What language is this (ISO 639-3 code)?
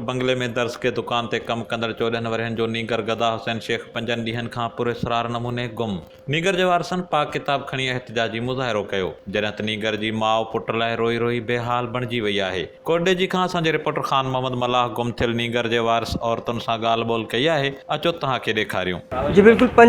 snd